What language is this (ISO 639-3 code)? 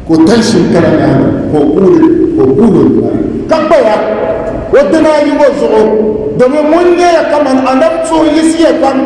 dag